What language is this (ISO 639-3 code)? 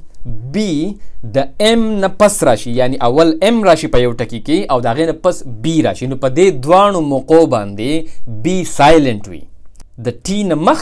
pus